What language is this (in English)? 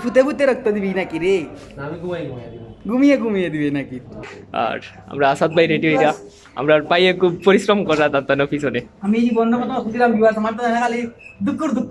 Sylheti